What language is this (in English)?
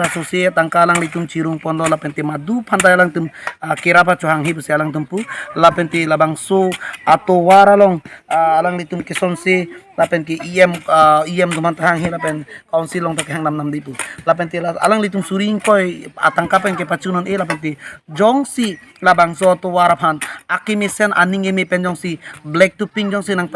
Karbi